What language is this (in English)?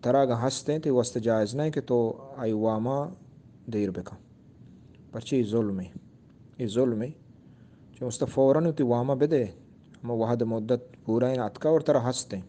Eastern Balochi